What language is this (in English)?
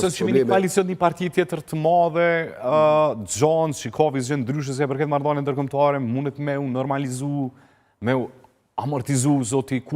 Albanian